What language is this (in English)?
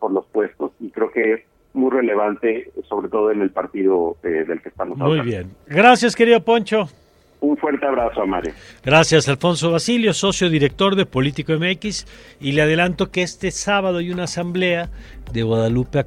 Spanish